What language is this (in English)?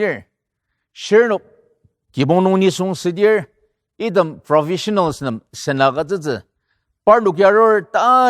Ao Naga